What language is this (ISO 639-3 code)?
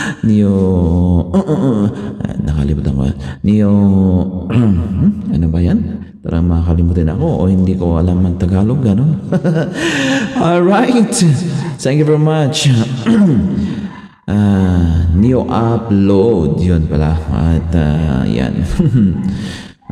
fil